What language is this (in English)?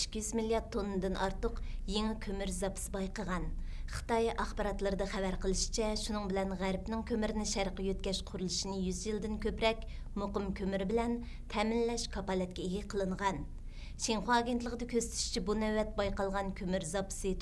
Uyghur